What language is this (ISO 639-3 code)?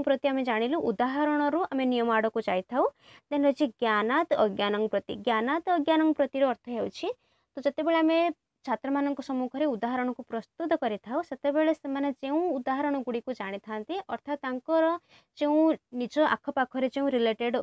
ori